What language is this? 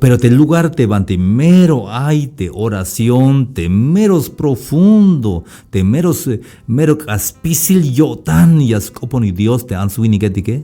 Tzeltal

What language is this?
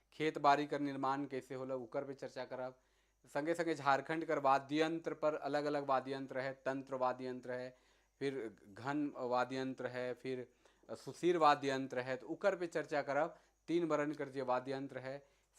Sadri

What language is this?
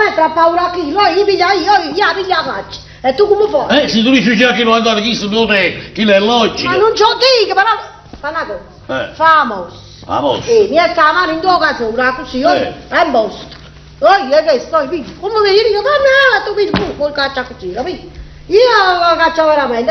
Neapolitan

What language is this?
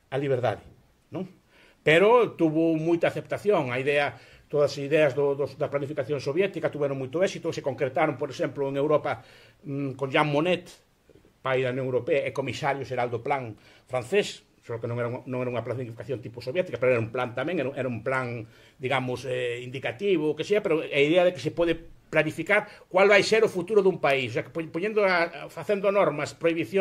Galician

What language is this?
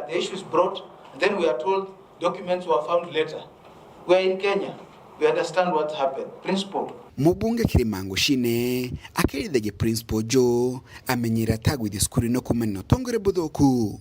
Meru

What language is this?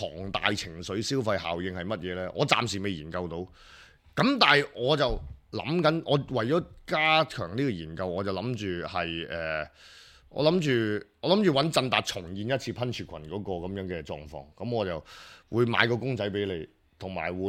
Cantonese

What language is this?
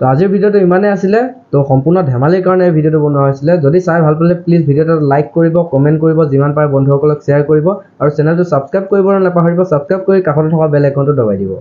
Assamese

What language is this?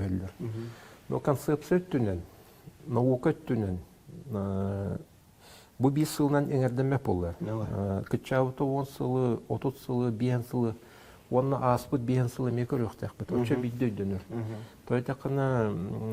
Yakut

